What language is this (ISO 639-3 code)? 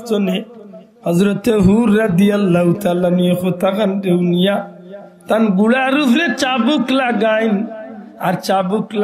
syl